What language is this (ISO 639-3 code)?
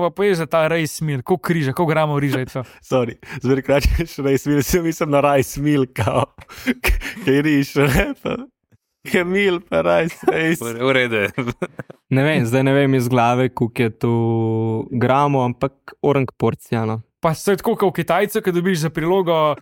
slv